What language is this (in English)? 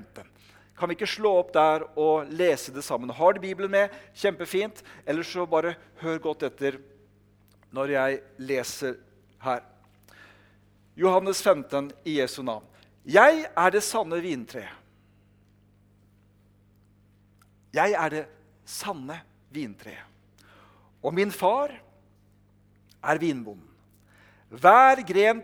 Norwegian